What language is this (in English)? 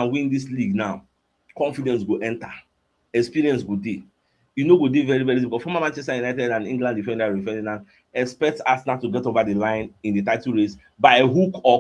Nigerian Pidgin